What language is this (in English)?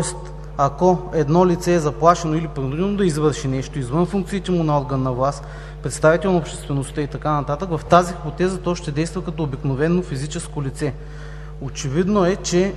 Bulgarian